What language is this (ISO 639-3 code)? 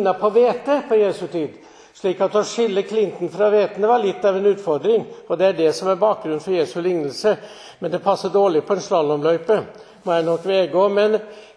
nor